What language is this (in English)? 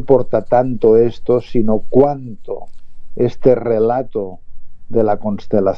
Spanish